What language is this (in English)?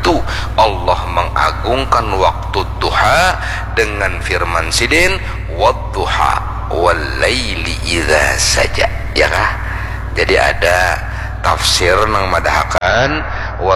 Banjar